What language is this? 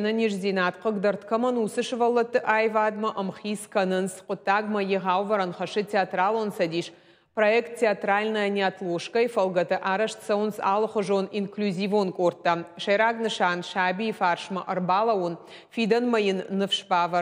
Ossetic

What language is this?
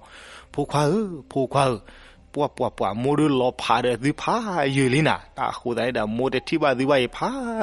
S'gaw Karen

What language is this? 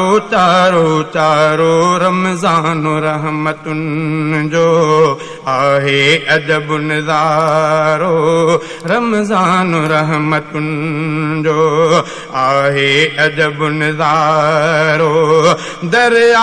Sindhi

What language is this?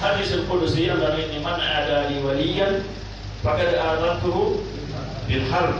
Fula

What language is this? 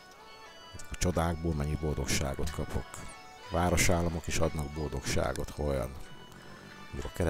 Hungarian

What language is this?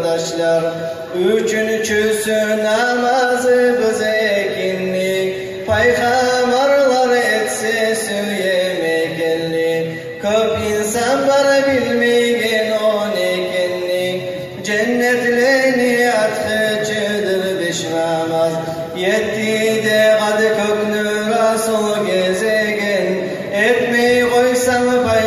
Kumyk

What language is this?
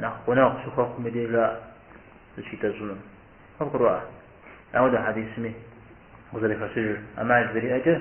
Kabardian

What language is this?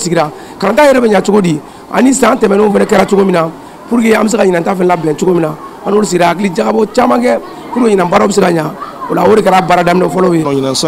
Bambara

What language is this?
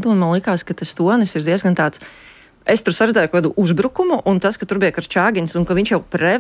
Latvian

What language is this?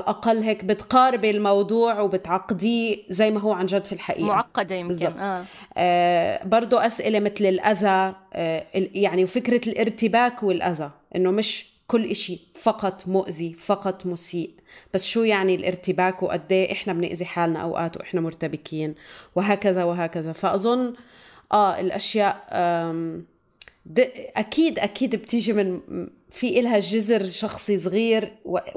North Levantine Arabic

